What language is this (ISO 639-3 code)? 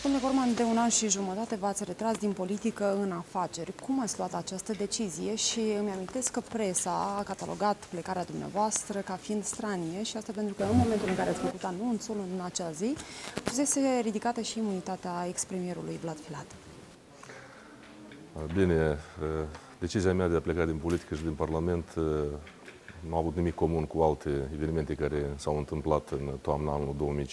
ron